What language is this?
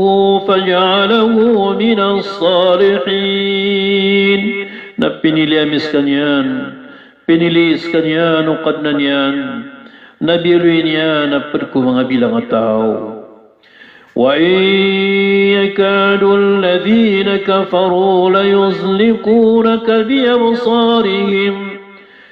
Maranao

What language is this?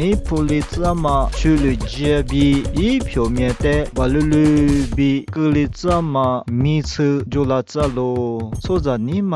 Lisu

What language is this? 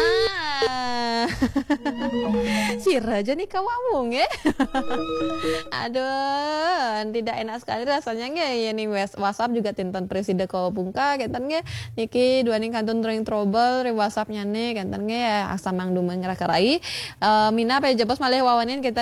Balinese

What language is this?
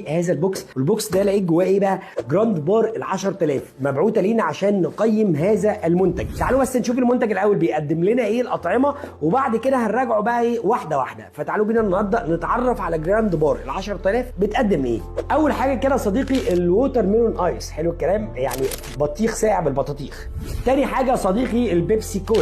Egyptian Arabic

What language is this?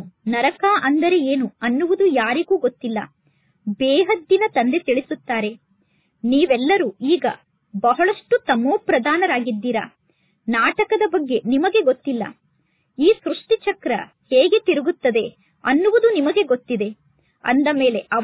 Kannada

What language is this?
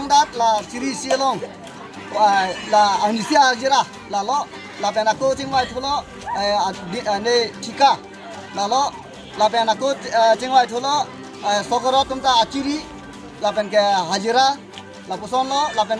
Karbi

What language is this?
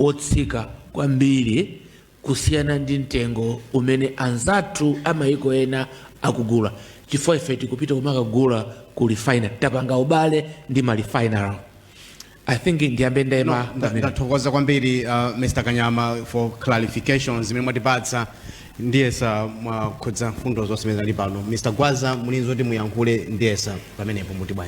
Nyanja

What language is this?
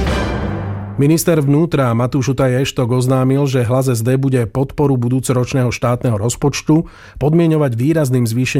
Slovak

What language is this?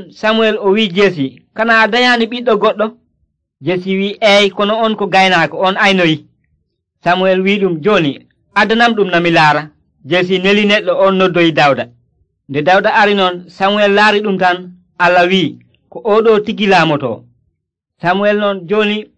Nigerian Fulfulde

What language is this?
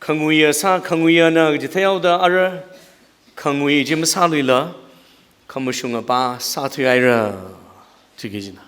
Tangkhul Naga (India)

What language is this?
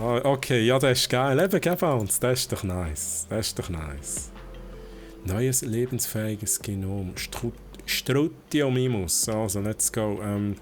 Swiss German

